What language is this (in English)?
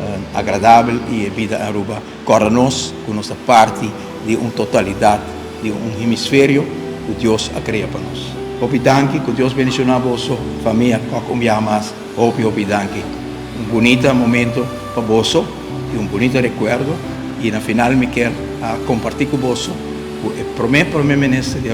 Papiamento